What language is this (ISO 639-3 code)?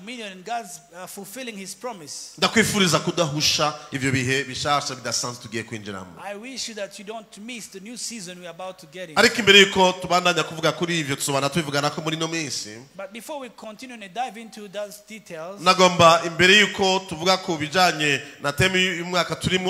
run